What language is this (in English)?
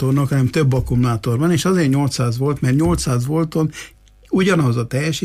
Hungarian